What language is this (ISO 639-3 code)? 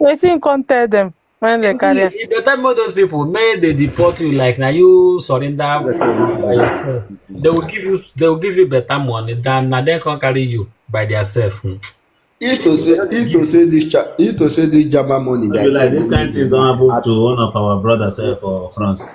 pcm